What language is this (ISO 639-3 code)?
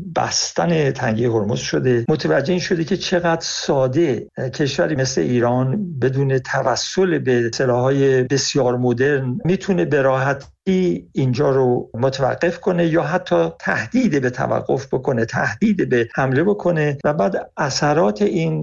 fas